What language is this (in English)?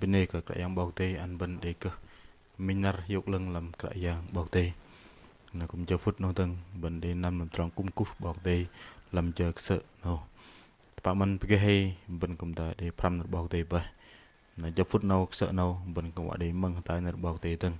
Bahnar